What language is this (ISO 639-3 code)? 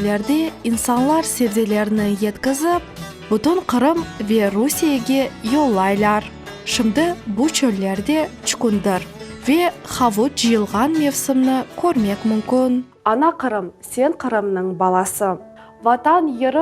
crh